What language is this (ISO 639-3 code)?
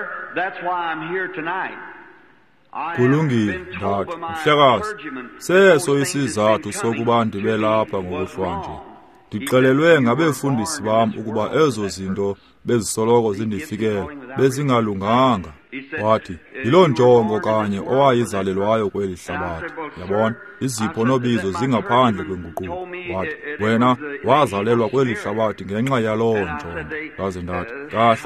xho